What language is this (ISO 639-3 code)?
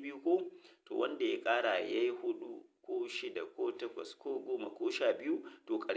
hau